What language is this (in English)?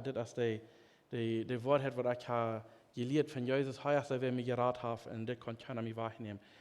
Plautdietsch